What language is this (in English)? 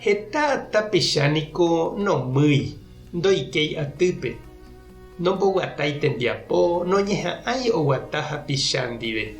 Guarani